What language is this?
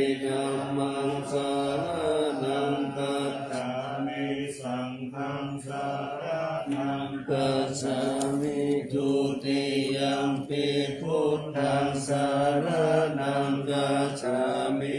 Pali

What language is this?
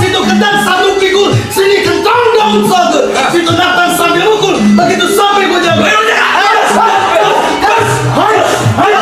Betawi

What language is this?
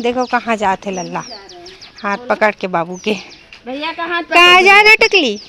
Chhattisgarhi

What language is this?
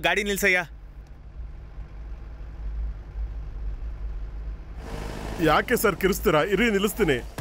Kannada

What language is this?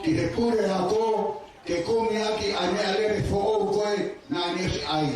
Tongan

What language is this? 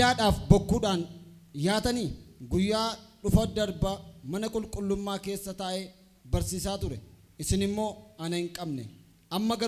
Oromo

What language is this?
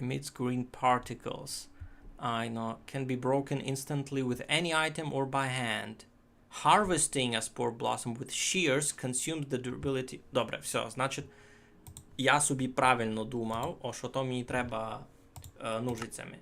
Rusyn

